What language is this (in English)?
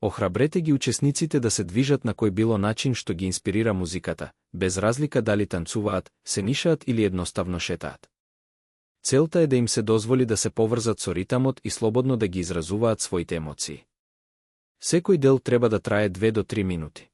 Macedonian